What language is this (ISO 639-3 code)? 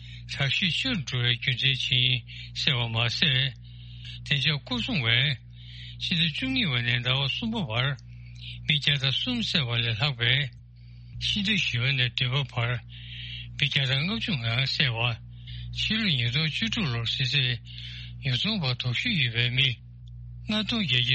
bod